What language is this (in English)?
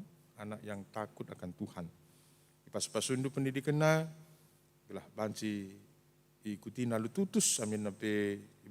Batak Karo